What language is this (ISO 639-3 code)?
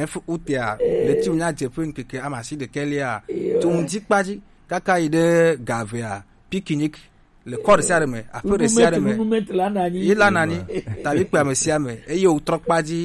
gej